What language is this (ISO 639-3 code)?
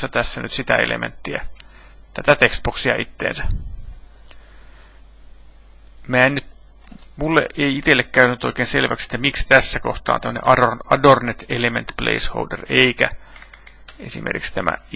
fin